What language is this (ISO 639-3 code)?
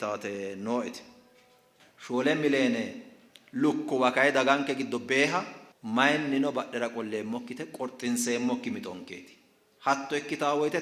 sid